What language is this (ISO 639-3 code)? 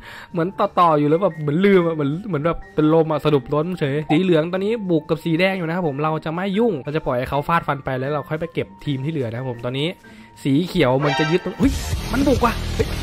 tha